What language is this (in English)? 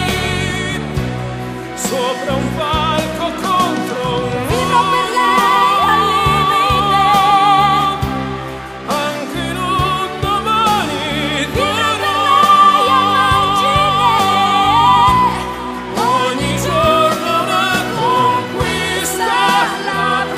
Italian